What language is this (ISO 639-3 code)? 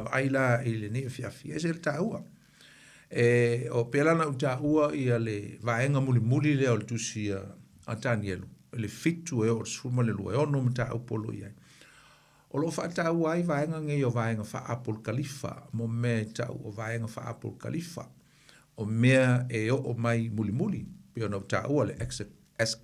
smo